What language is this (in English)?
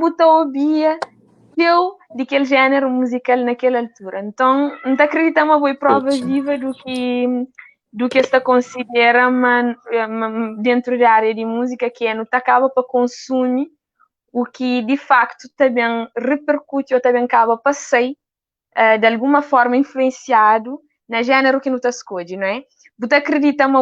Kabuverdianu